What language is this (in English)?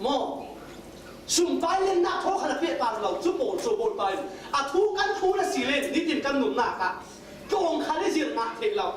Falam Chin